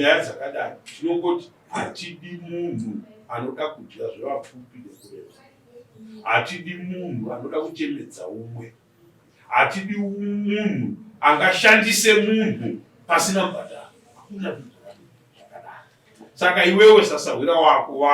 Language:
Shona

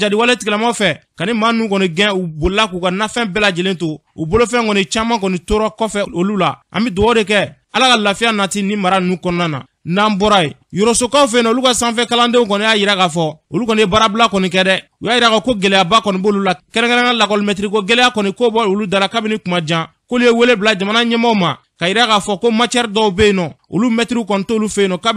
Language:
Bambara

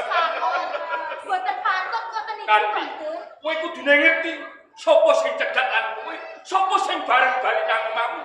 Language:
Javanese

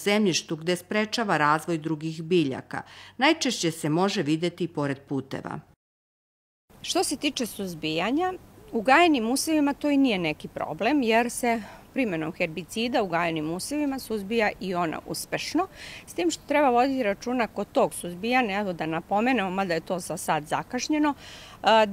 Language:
Serbian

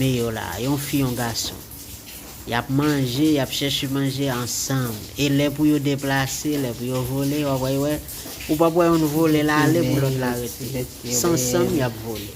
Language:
Haitian Creole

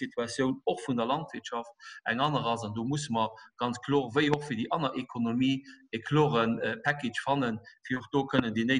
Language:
Luxembourgish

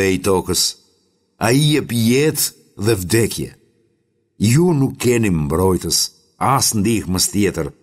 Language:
Albanian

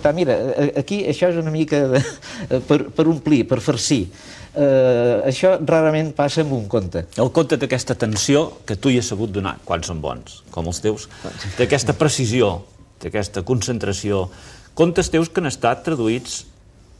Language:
Catalan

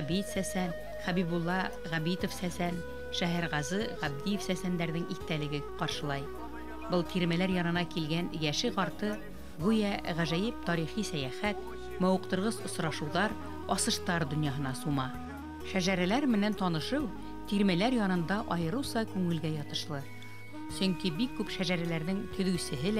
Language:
Bashkir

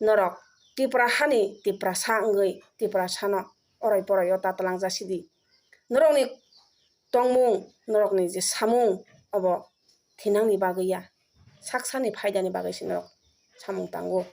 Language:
Kok Borok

